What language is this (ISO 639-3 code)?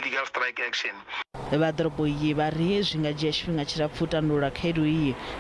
ven